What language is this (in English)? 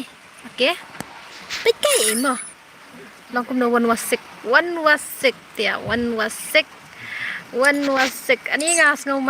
Khasi